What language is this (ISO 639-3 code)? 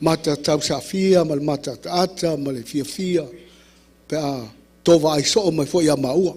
smo